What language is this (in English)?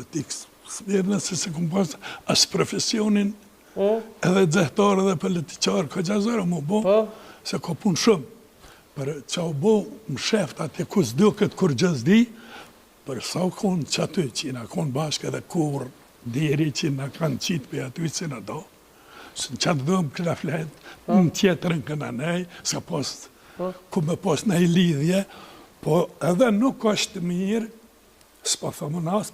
Albanian